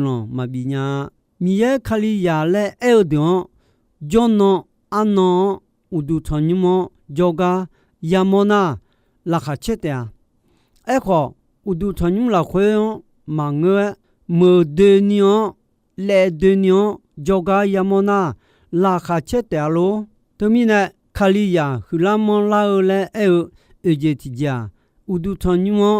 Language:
Akha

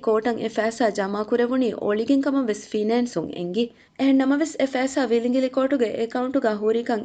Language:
Divehi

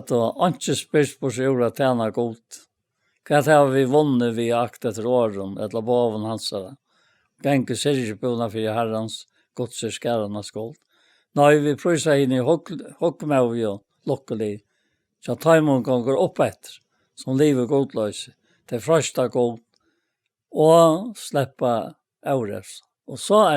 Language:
Faroese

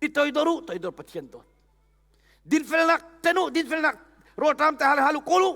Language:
Hakha Chin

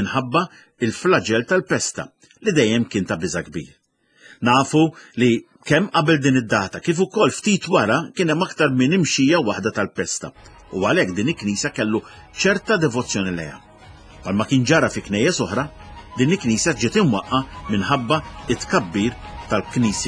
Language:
Maltese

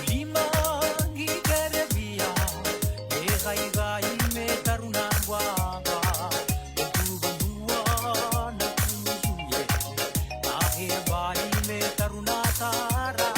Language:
Fijian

